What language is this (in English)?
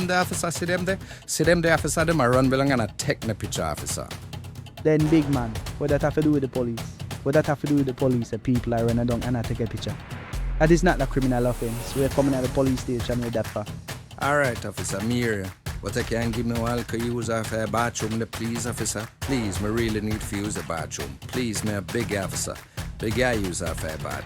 Jamaican Creole English